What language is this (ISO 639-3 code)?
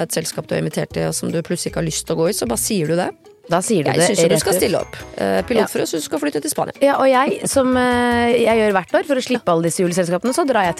nor